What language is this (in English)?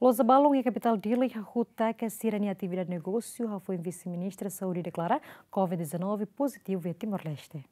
Tetum